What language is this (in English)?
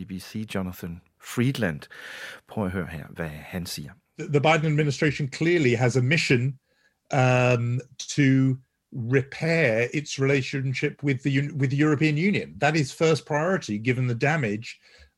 Danish